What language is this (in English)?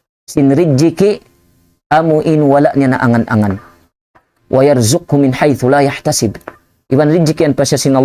Tausug